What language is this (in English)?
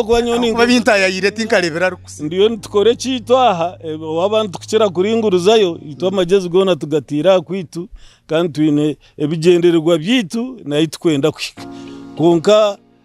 Nyankole